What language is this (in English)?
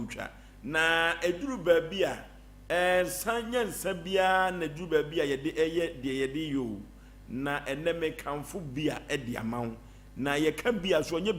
Akan